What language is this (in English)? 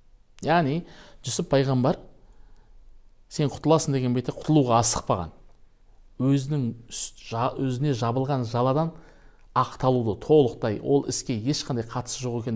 Kazakh